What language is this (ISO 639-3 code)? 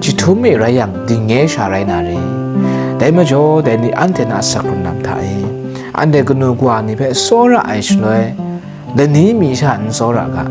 kac